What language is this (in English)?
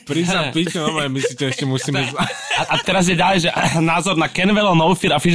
Slovak